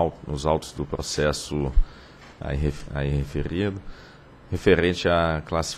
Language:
Portuguese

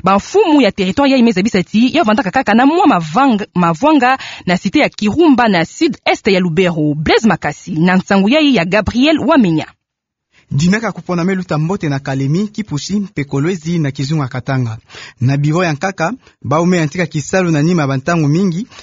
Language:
Kituba (Democratic Republic of Congo)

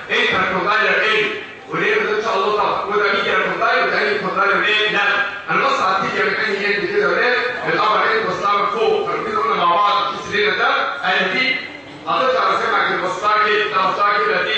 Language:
Egyptian Arabic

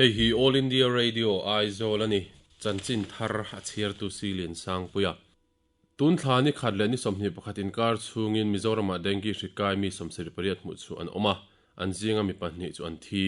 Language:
Mizo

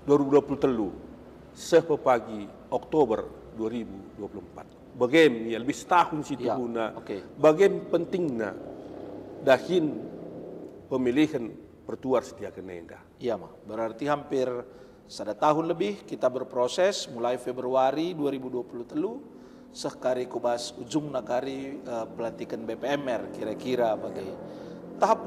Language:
Batak Karo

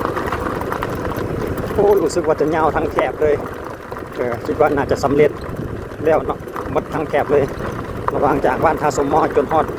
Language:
Lao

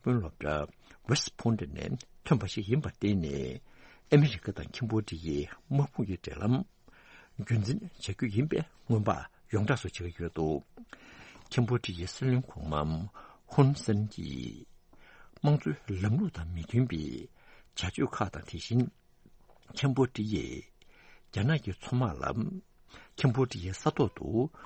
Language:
Tibetan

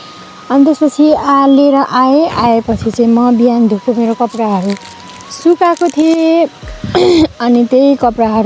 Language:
Nepali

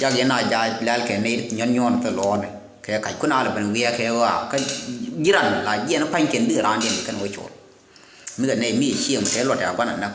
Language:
Nuer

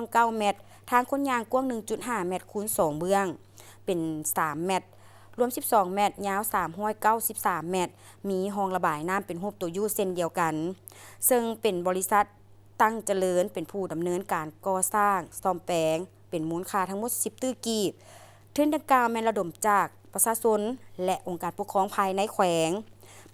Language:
Lao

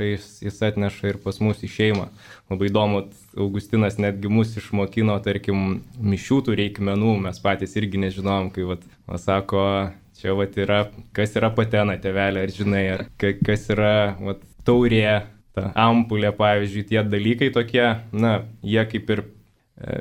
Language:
Lithuanian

